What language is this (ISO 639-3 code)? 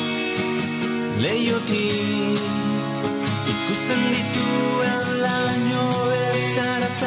eus